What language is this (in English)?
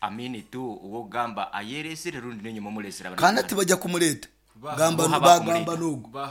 Nyankole